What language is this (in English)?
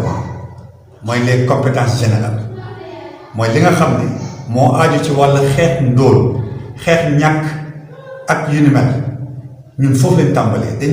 Wolof